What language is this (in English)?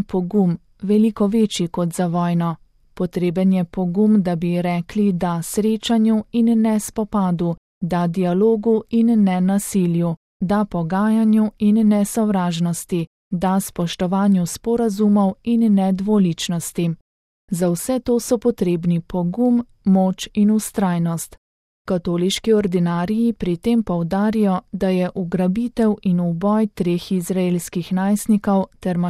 Slovenian